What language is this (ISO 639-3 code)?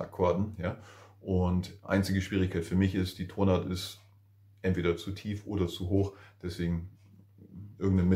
deu